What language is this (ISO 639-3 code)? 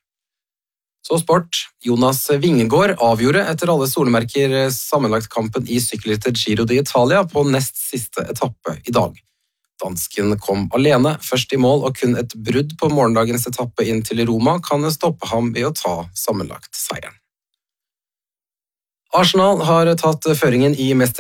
nor